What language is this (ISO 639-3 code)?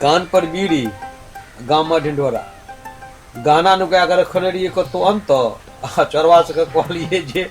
mai